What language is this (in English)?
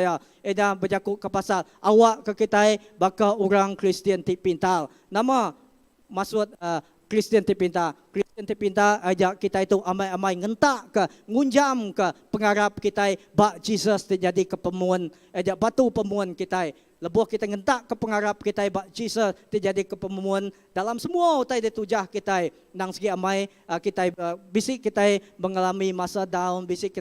Iban